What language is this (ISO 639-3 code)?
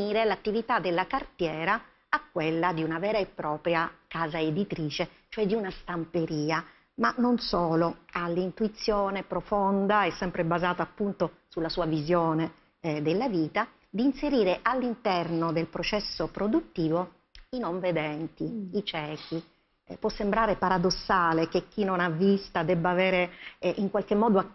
ita